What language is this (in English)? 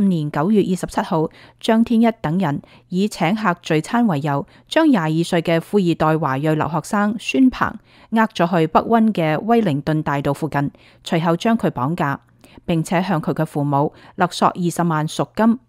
Cantonese